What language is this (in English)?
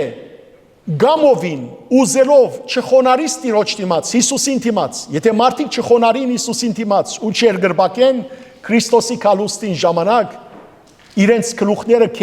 Western Armenian